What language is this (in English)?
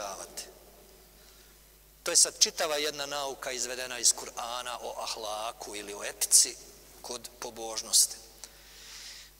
Bosnian